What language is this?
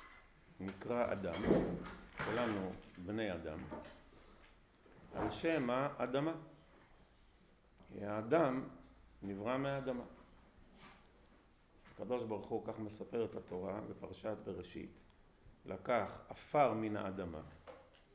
Hebrew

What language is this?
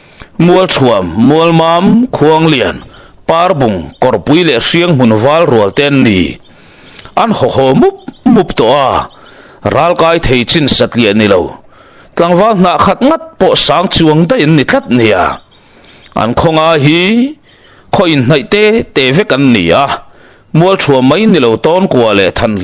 Mizo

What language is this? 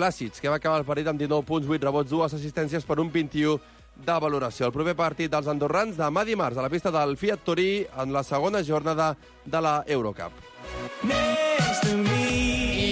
Catalan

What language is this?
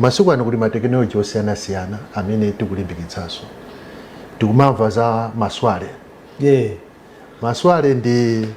Nyanja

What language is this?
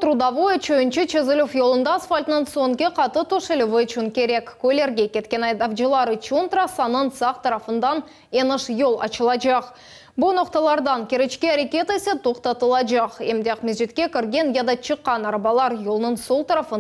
Crimean Tatar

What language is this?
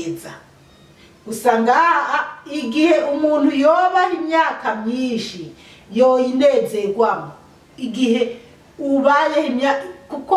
Rundi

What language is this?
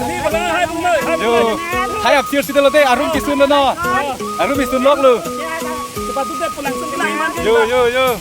Karbi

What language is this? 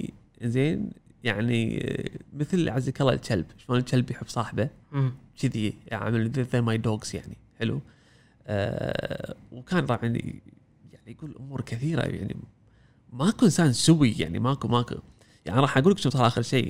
Gulf Arabic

